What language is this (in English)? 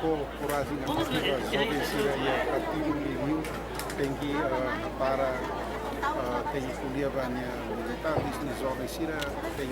Tetum